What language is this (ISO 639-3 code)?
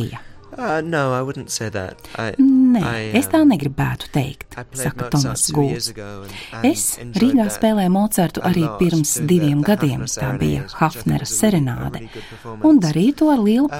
lav